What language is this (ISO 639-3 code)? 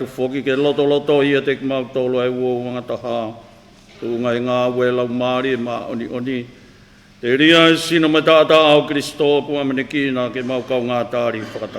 ton